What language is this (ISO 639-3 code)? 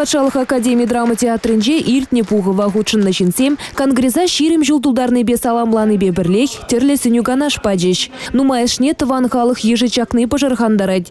chv